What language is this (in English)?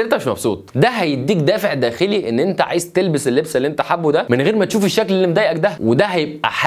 Egyptian Arabic